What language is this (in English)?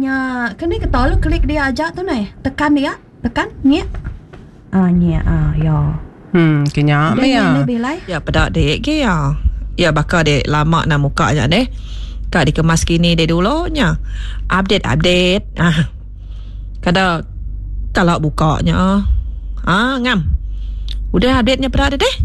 Iban